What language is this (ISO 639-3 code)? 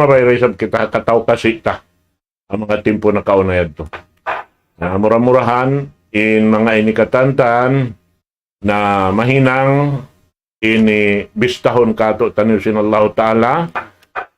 tsg